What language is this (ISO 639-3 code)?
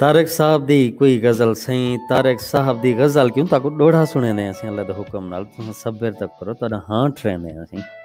skr